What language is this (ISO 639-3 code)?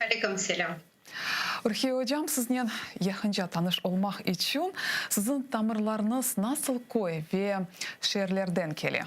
crh